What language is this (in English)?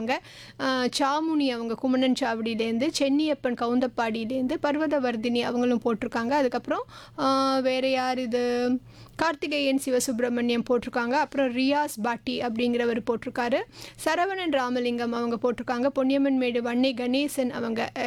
Tamil